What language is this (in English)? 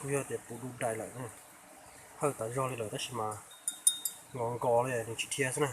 Hmong